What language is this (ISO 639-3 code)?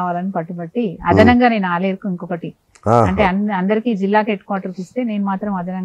tel